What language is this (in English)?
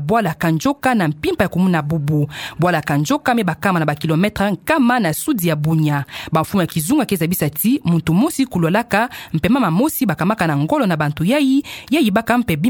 Kituba (Democratic Republic of Congo)